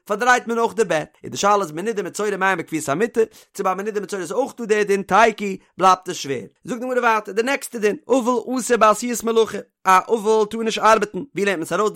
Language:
Yiddish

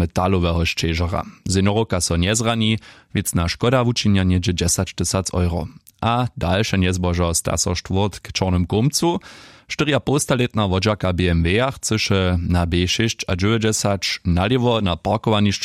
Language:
Upper Sorbian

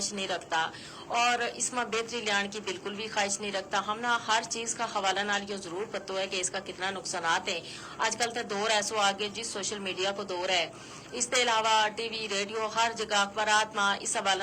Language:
Gujari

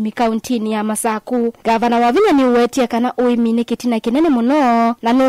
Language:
Kamba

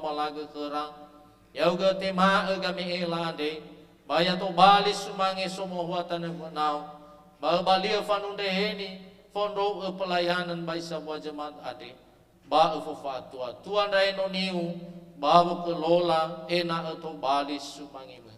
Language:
Nias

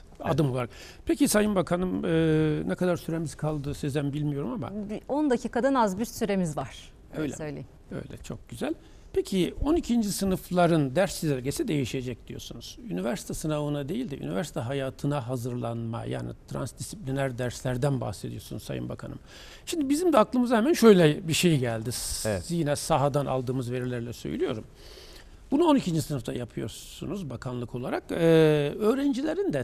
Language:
Turkish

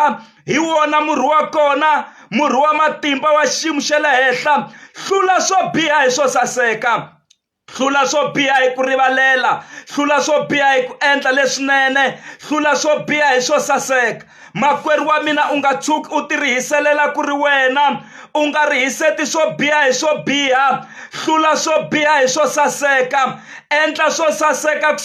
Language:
Tsonga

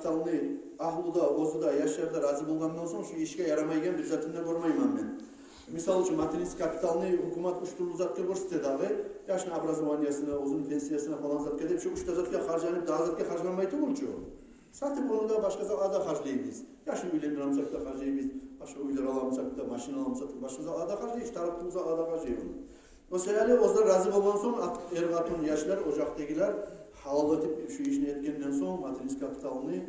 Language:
Kumyk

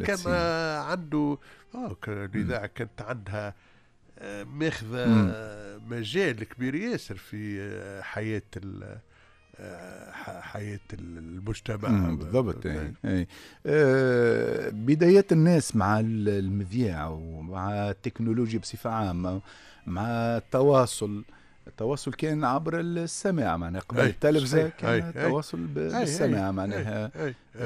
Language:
Tunisian Arabic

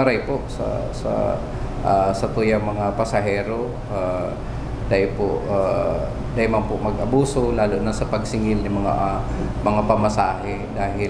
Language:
Bikol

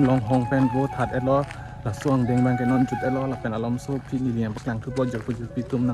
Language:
Karbi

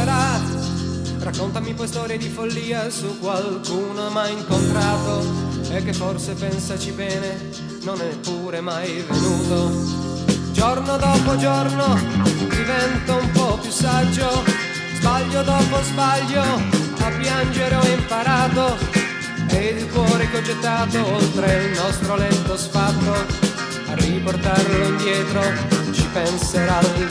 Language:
Italian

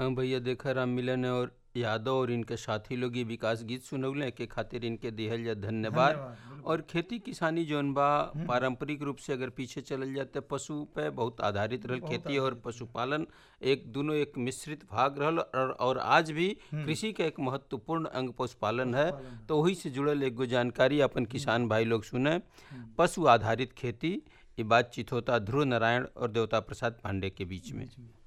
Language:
Bhojpuri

